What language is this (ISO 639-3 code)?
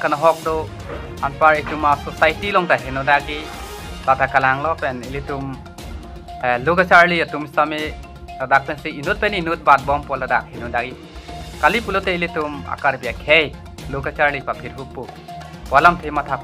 mjw